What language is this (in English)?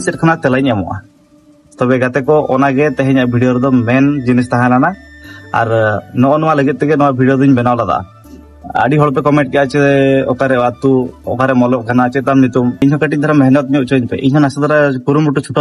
Santali